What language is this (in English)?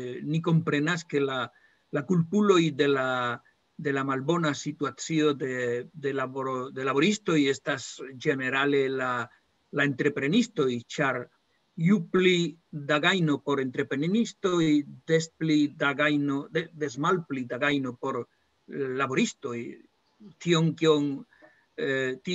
Esperanto